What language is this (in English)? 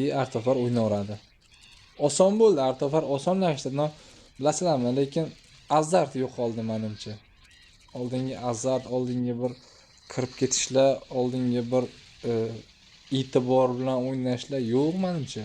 Uzbek